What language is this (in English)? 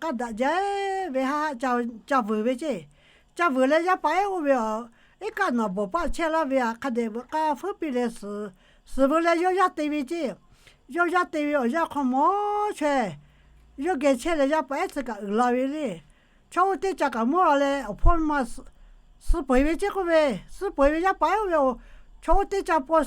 Lahu